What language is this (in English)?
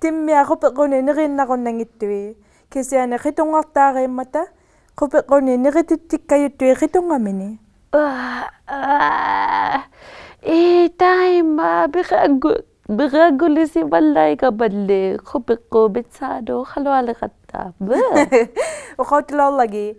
Inuktitut